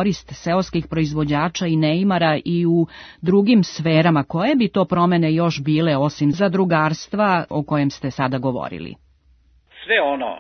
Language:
Serbian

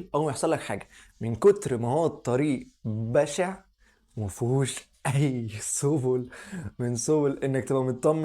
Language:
Egyptian Arabic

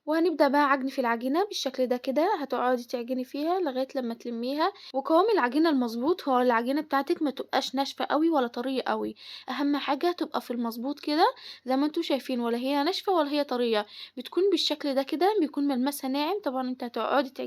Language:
Egyptian Arabic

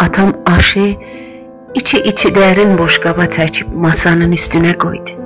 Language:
South Azerbaijani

